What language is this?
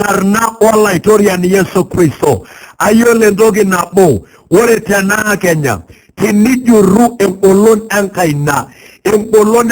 Masai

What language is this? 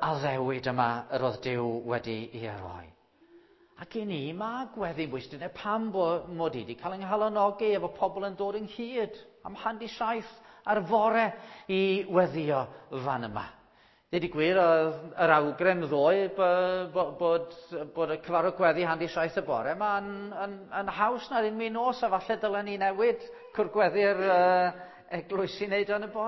Welsh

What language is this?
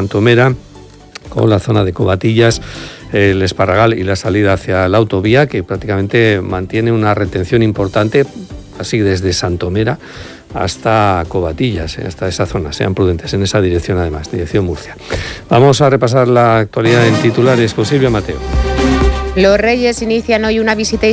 Spanish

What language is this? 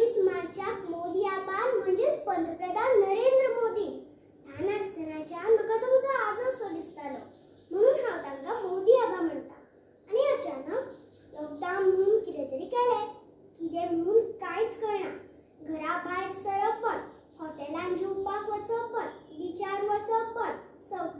Konkani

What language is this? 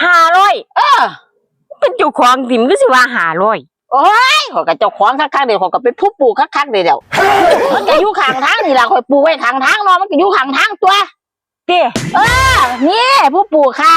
Northeastern Thai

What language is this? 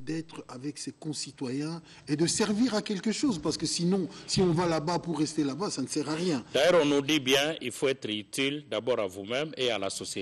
French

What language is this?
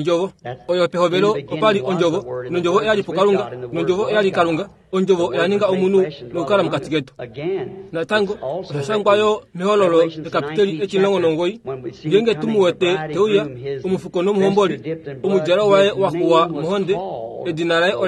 Kuanyama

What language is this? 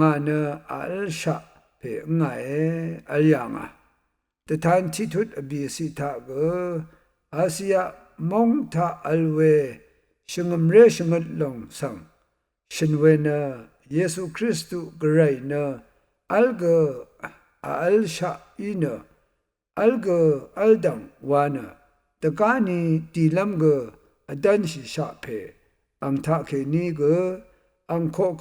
Rawang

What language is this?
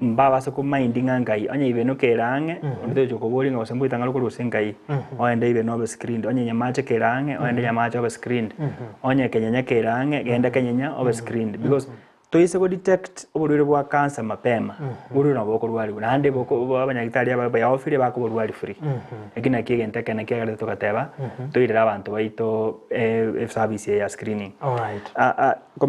Gusii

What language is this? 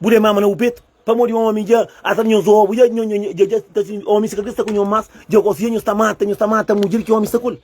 Kabuverdianu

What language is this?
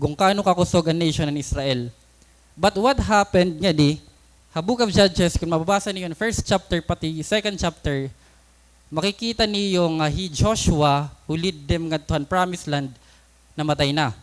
Waray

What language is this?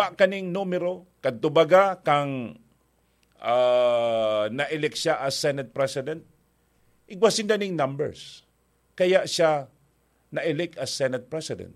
Bikol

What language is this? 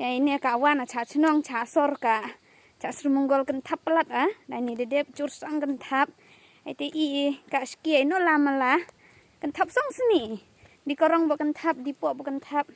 Khasi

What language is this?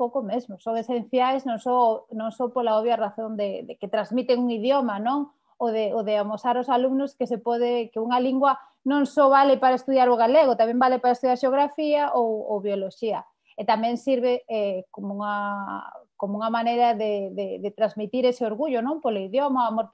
Galician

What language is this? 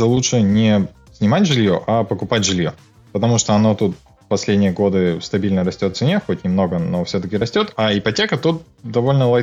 Russian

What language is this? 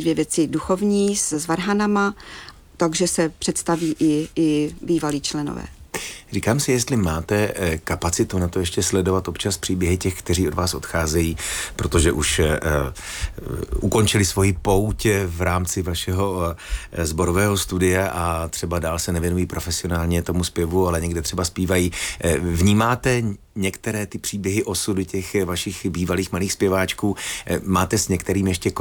Czech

